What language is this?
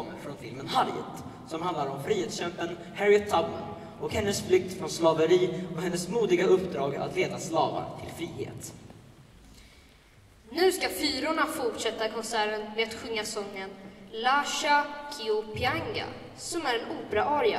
Swedish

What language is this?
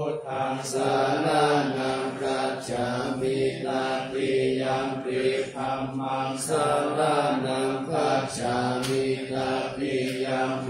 Pali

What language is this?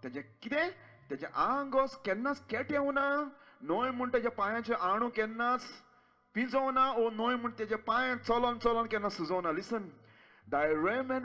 Konkani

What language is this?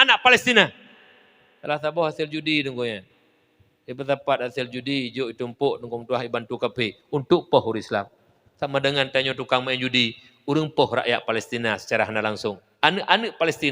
Achinese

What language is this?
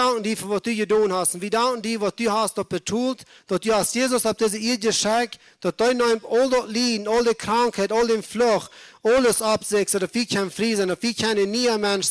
Plautdietsch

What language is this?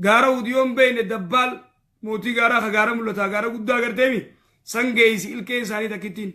Oromo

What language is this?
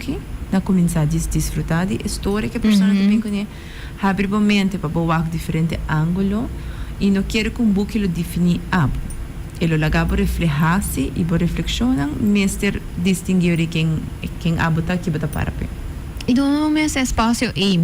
Papiamento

